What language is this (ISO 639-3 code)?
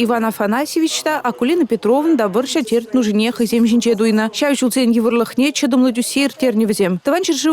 chv